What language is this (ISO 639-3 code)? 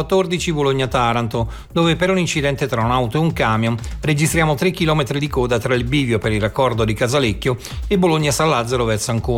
ita